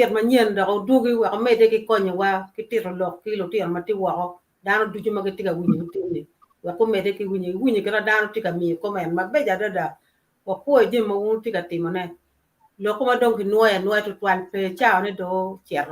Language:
Acoli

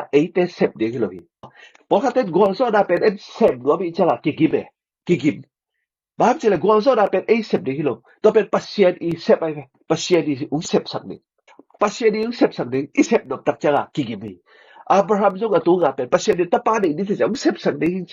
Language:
Tedim Chin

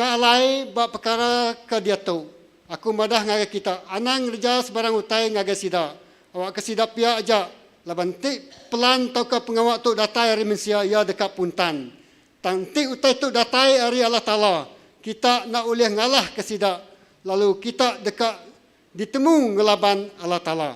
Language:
Iban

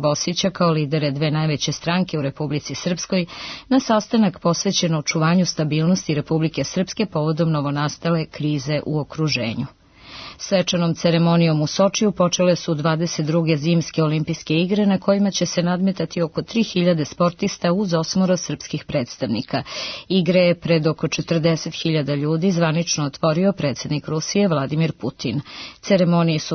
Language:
Serbian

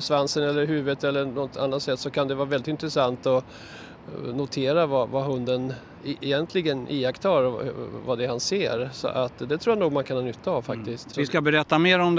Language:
Swedish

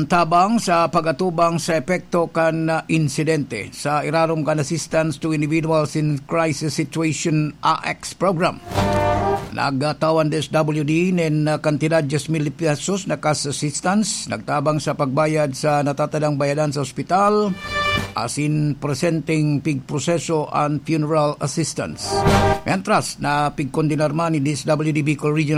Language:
Bikol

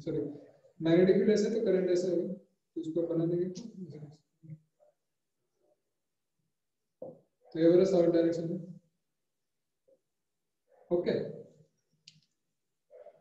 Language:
Hindi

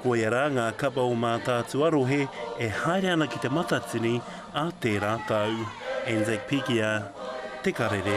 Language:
Māori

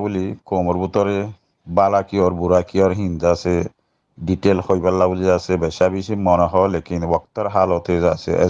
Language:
Rohingya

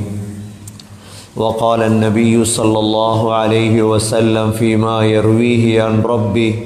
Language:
Tamil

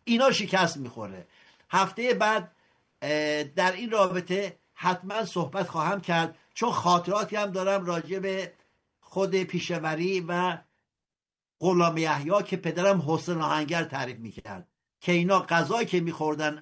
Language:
Persian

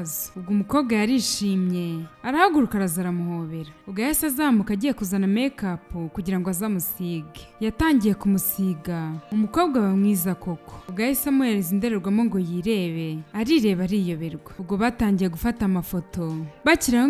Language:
Kinyarwanda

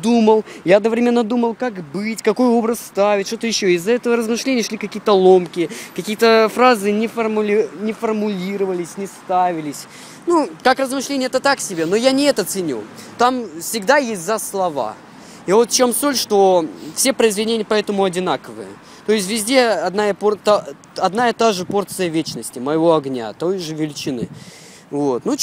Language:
Russian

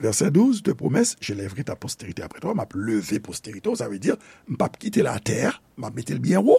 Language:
Haitian Creole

